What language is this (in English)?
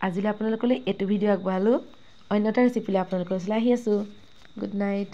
Assamese